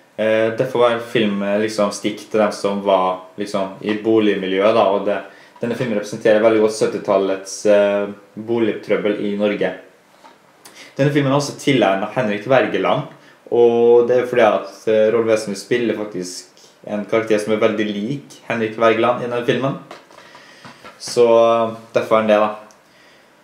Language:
Norwegian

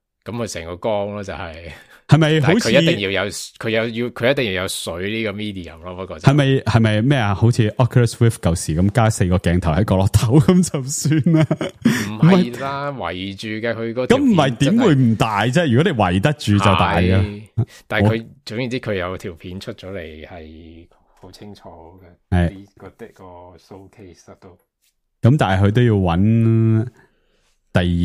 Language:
Cantonese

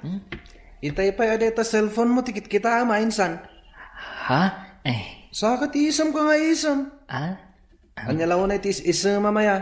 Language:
Iloko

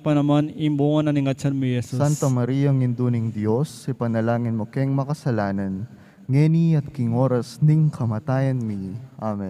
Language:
Pampanga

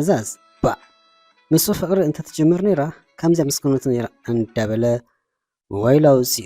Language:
Tigrinya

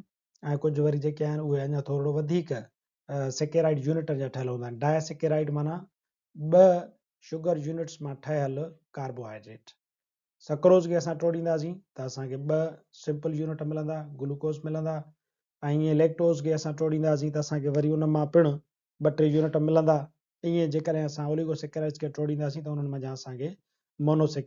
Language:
Sindhi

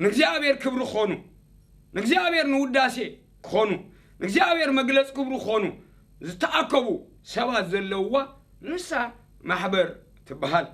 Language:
Tigrinya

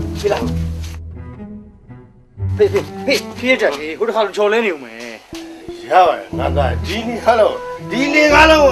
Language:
Burmese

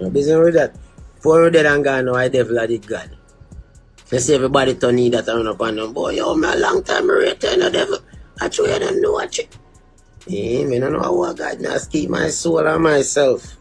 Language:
Jamaican Creole English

